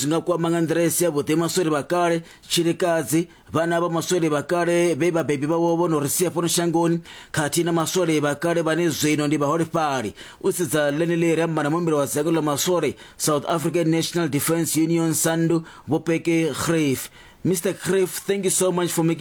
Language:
Venda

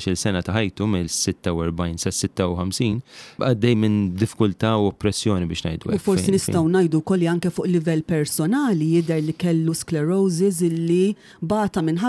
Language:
Maltese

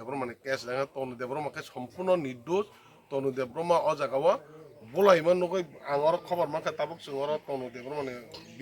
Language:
Kok Borok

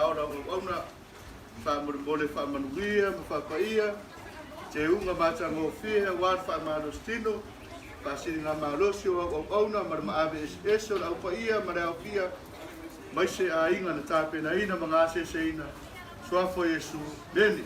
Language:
Samoan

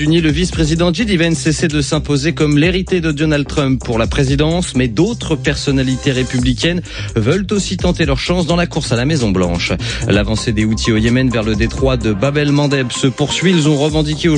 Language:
French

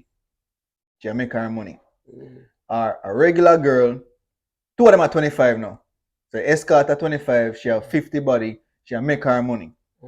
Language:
Jamaican Creole English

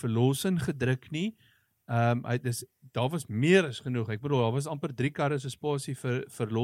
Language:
Afrikaans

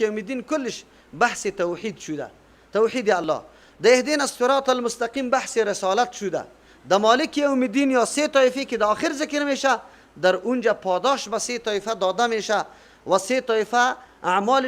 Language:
Persian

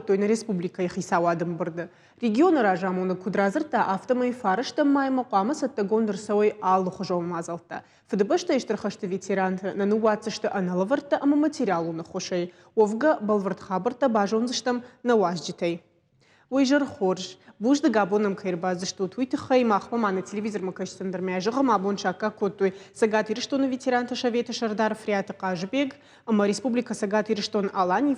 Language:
Ossetic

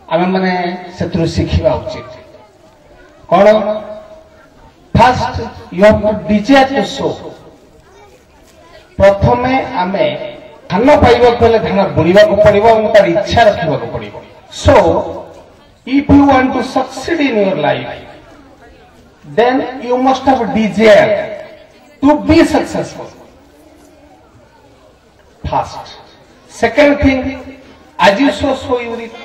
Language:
Odia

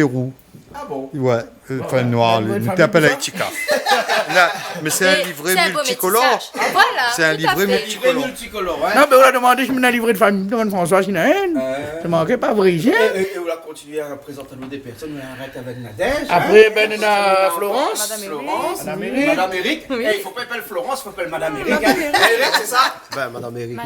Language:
Réunion Creole French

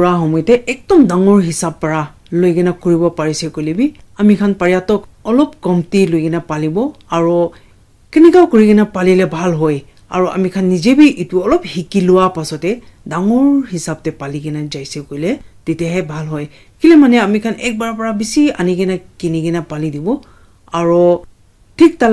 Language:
Naga Pidgin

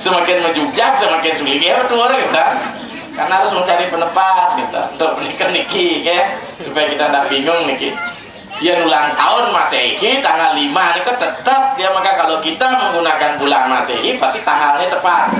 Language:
Balinese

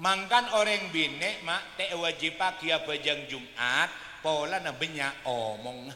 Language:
Madurese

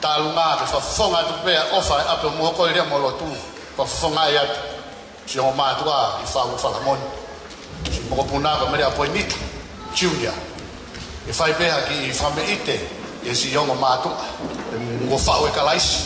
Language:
Tongan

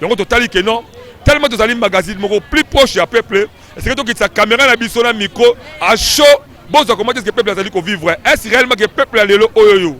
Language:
Lingala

